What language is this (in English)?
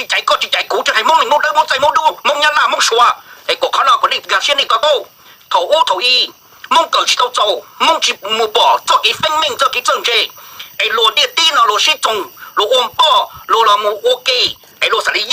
Hmong